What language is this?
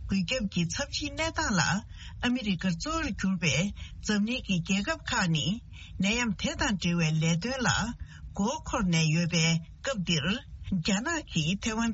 Tibetan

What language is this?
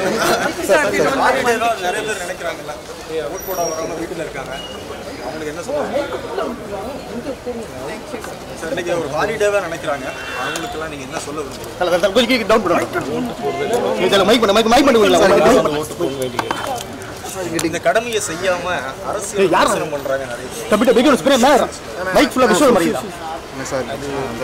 Tamil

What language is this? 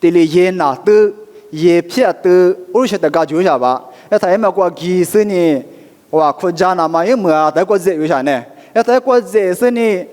Lisu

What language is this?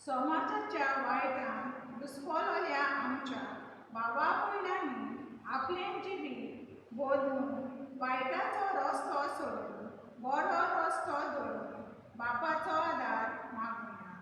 Konkani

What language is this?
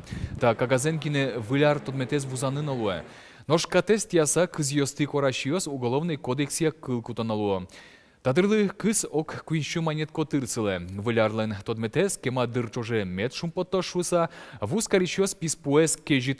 Udmurt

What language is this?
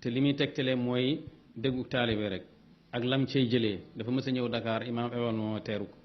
Wolof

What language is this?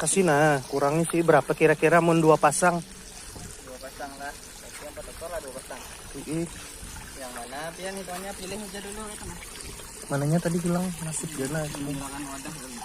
Banjar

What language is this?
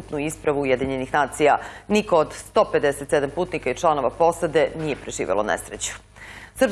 Serbian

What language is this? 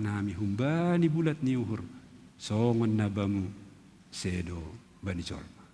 Batak Simalungun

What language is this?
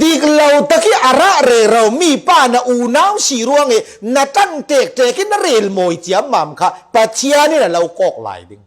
Falam Chin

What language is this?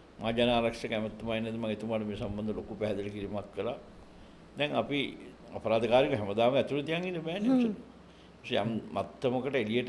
Sinhala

